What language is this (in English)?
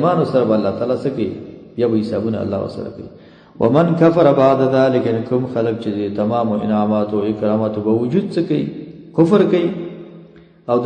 Pashto